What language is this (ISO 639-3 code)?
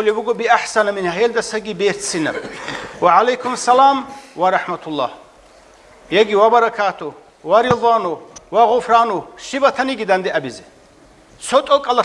ava